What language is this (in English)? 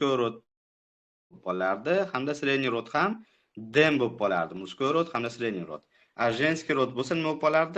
Uzbek